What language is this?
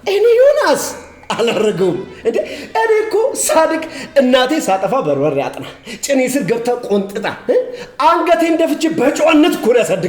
Amharic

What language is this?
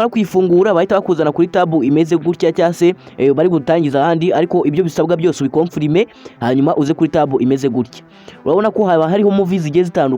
Kinyarwanda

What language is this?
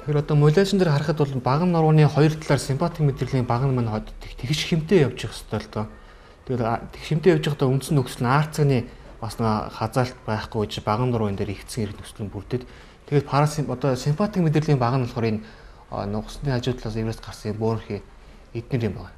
Mongolian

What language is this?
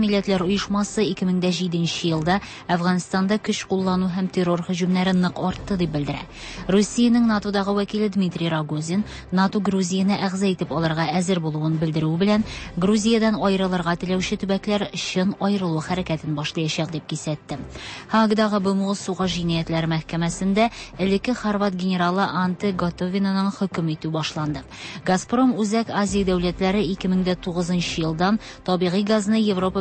Tatar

